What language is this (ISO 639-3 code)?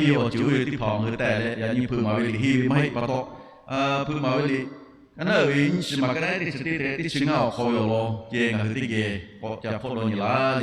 lhu